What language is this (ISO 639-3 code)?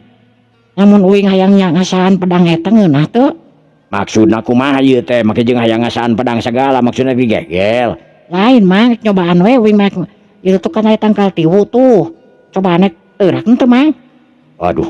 sun